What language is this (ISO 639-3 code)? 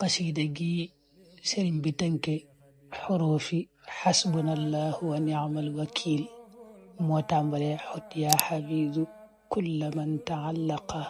wol